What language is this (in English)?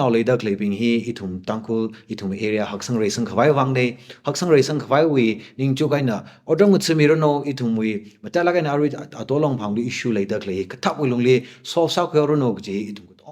Tangkhul Naga (India)